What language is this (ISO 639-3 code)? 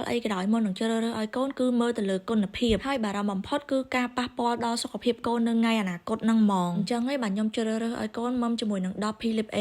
khm